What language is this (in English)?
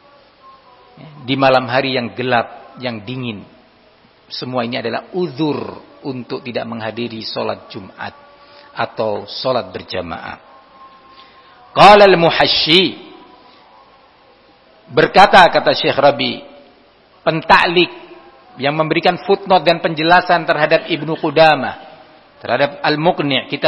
Indonesian